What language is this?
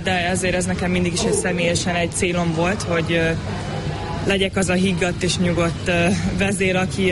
Hungarian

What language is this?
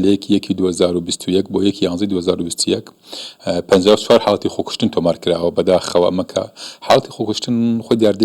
Central Kurdish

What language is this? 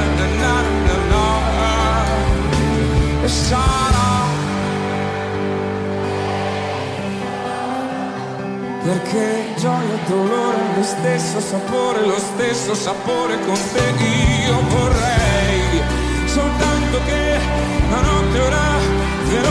Italian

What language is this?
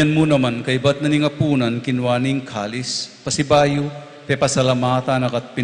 Pampanga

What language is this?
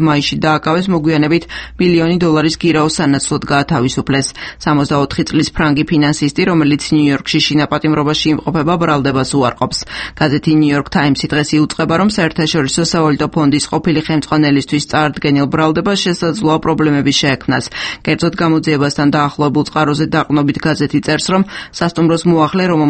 Georgian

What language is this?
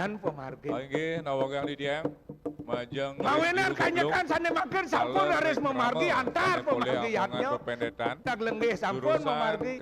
Balinese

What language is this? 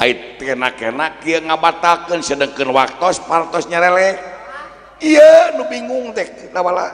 Sundanese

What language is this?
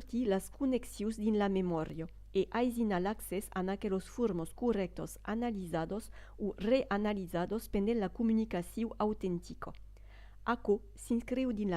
Occitan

